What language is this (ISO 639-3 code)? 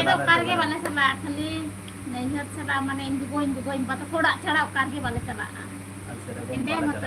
sat